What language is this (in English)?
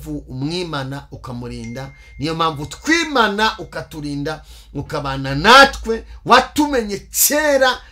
Kinyarwanda